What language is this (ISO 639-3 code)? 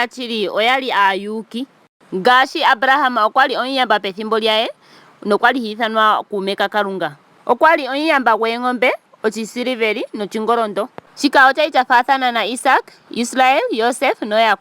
ndo